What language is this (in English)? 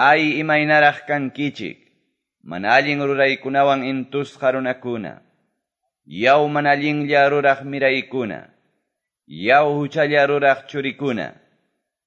Quechua